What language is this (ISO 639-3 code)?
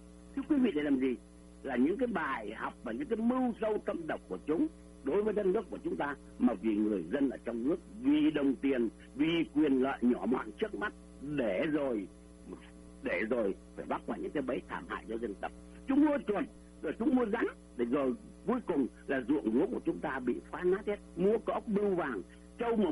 vie